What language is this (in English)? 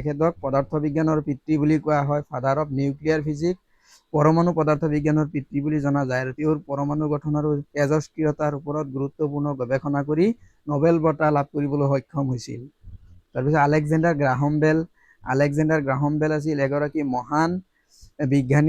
Assamese